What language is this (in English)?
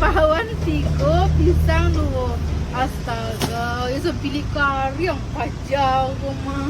Minangkabau